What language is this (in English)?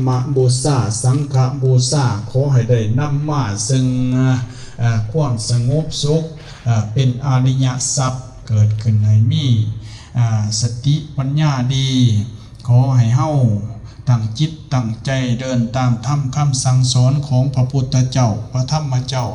Lao